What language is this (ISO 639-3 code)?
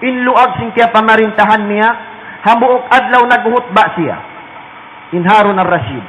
tsg